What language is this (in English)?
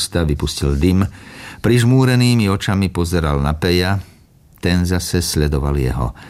Slovak